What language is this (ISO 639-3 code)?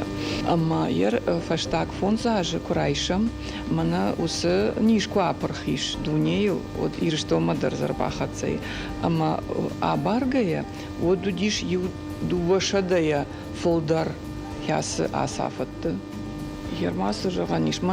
oss